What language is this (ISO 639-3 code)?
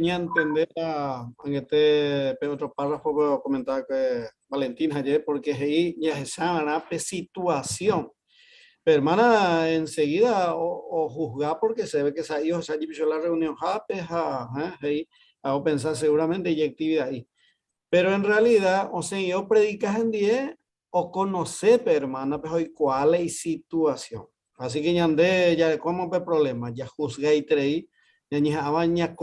grn